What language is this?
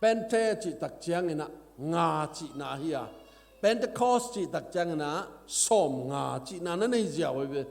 Tedim Chin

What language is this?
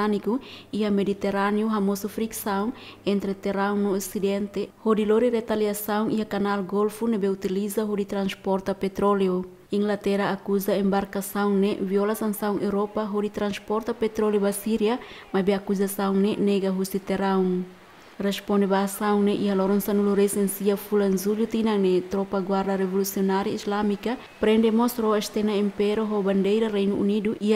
Tetum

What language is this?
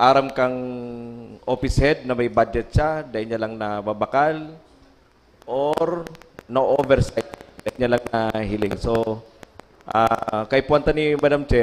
Bikol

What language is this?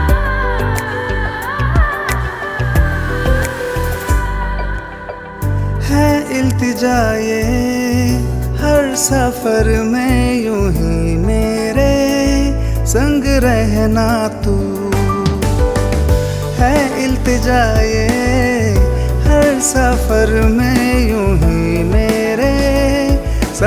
Hindi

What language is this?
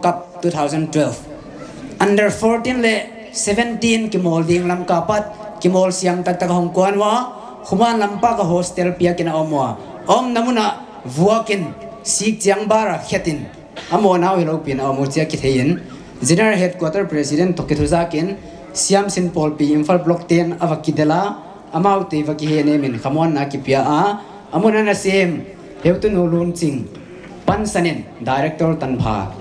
Paite Chin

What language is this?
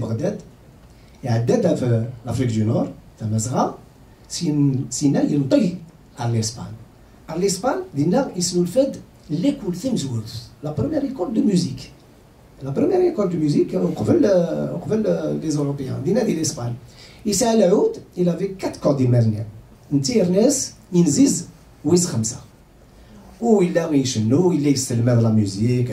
Kabyle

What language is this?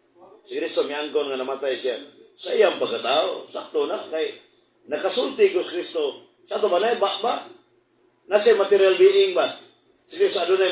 Cebuano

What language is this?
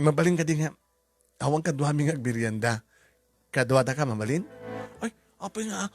Iloko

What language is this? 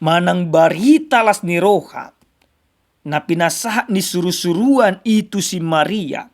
Batak Toba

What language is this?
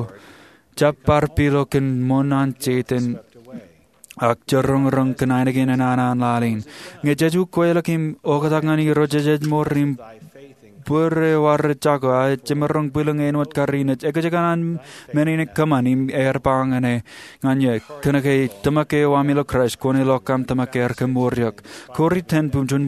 Marshallese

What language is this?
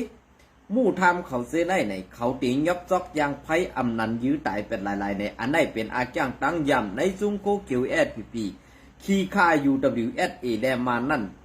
Shan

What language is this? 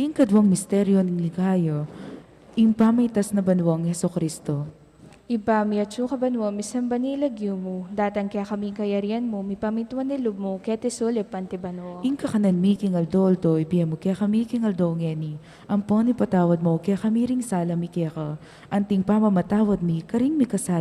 Pampanga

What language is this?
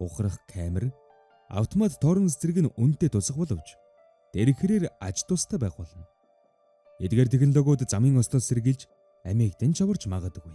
Mongolian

